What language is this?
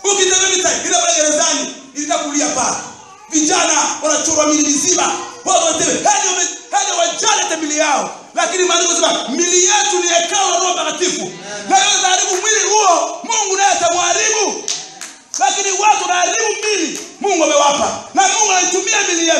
Swahili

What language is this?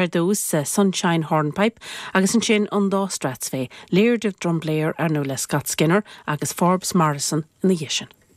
Irish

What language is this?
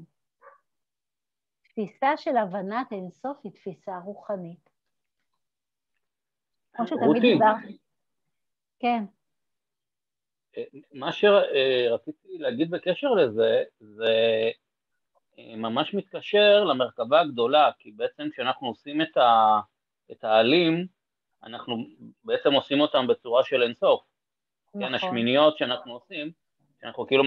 Hebrew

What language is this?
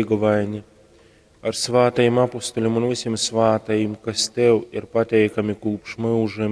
Latgalian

